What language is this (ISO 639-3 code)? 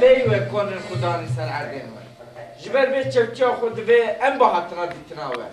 kur